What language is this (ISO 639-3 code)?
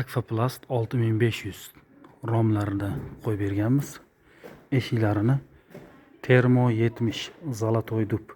uzb